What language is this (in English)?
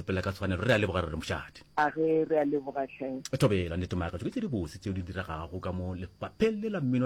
Northern Sotho